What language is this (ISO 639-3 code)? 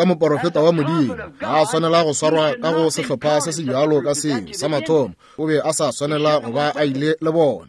nso